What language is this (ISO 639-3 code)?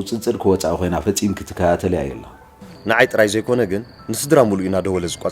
tir